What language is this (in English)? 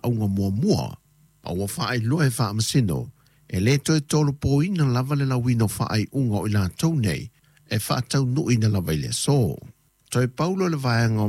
Samoan